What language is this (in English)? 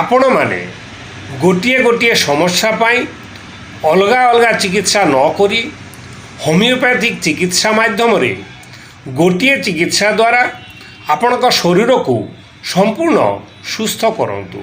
Odia